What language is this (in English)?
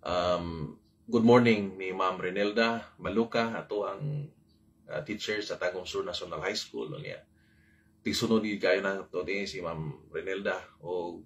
Cebuano